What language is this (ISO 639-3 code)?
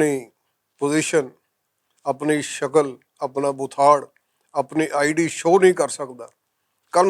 lah